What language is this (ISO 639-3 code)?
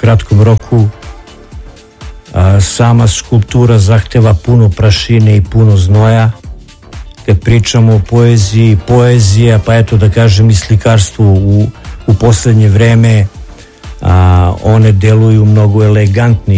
srp